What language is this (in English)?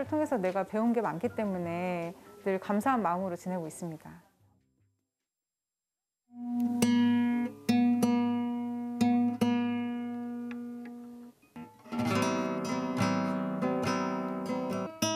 Korean